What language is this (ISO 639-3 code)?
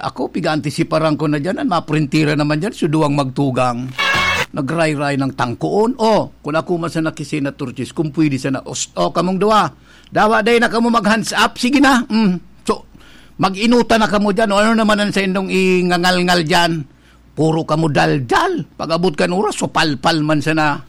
bik